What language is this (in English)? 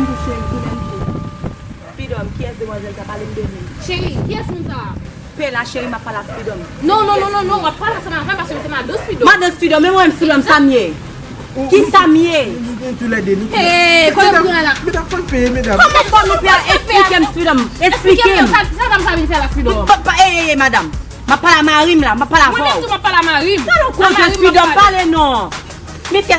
Haitian Creole